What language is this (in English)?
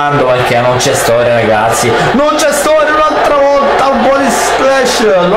Italian